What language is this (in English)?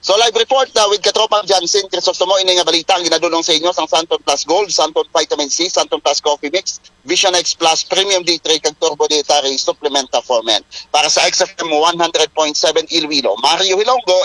Hiligaynon